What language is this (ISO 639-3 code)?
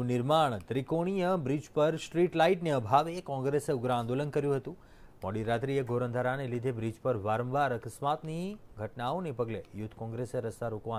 guj